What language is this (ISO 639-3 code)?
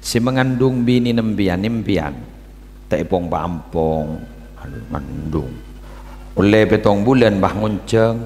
mad